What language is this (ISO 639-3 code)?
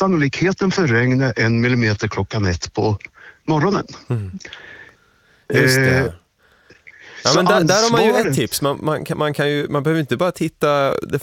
swe